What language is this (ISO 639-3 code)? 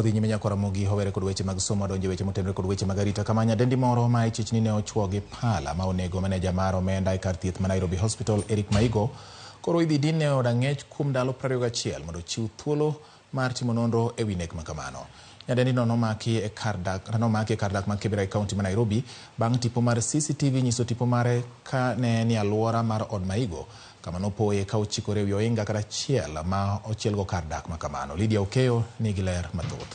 luo